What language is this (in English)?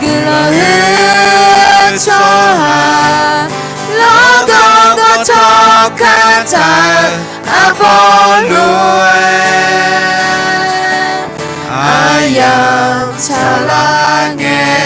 Akha